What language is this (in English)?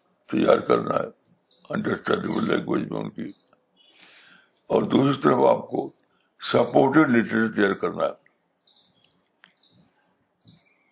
Urdu